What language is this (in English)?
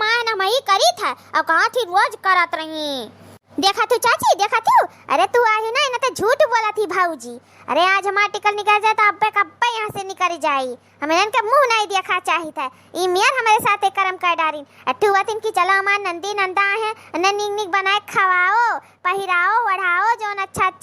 Awadhi